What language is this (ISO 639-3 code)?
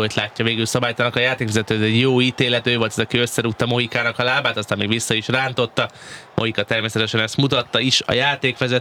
hun